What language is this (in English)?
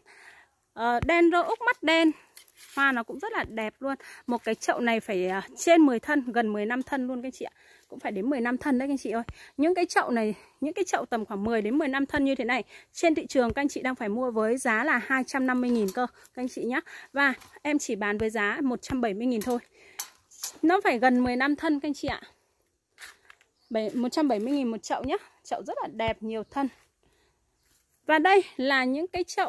Vietnamese